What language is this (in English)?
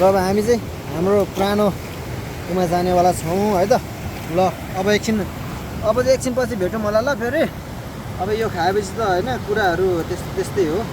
Nepali